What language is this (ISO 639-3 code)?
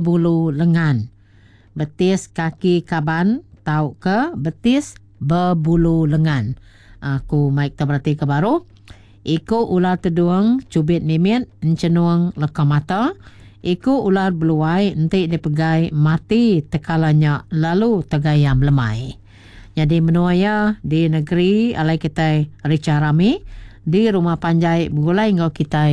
iba